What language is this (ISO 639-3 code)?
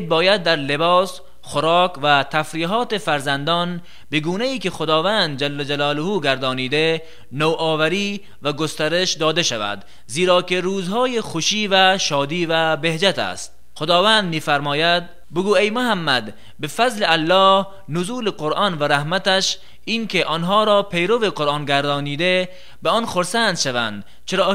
tgk